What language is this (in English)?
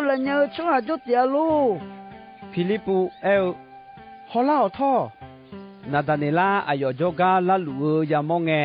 Akha